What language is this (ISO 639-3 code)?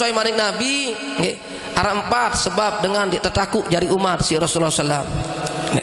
sas